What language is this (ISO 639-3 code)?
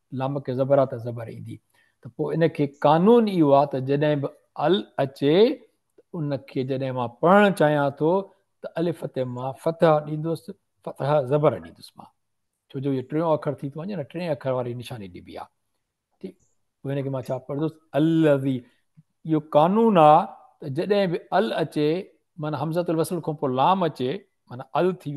snd